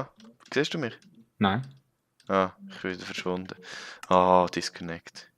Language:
Swiss German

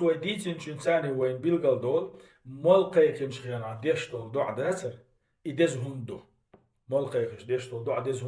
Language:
Chechen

